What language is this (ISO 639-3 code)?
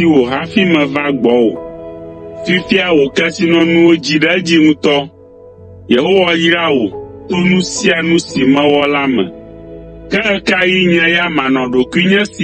ewe